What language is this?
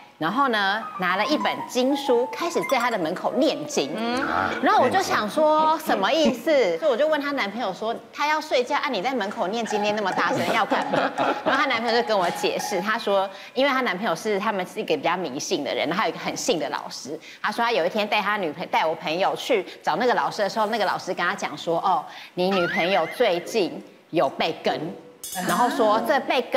Chinese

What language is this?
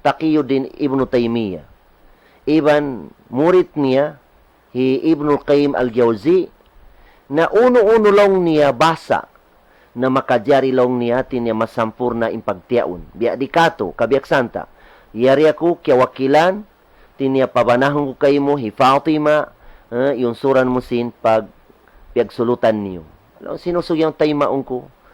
Tausug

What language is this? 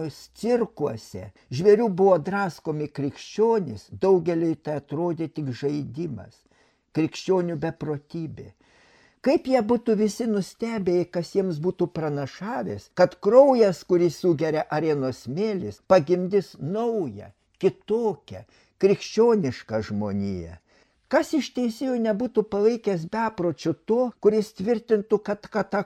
Lithuanian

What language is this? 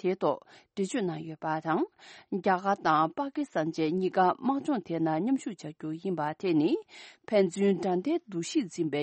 Tibetan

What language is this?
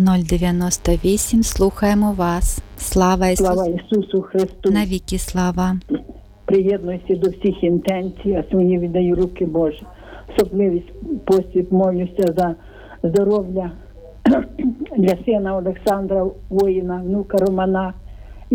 Ukrainian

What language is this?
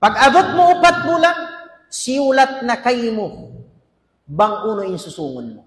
Tausug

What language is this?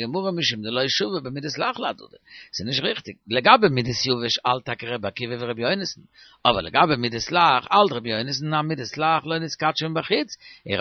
Yiddish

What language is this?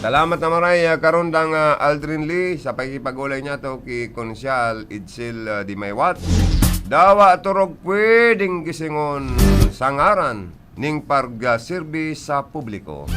Bikol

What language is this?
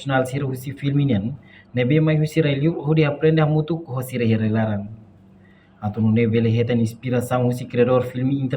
Tetum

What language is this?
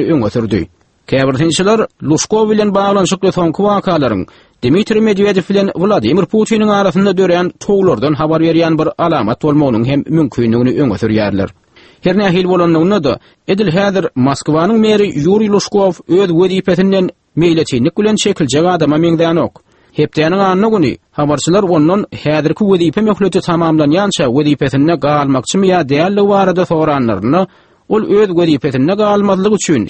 Turkmen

